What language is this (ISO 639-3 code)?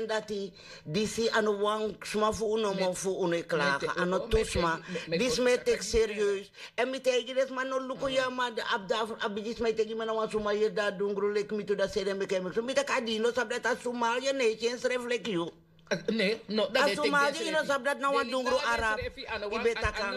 srn